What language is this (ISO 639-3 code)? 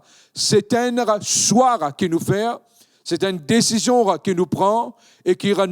mfe